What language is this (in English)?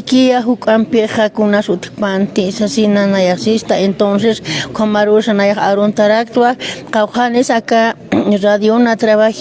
Aymara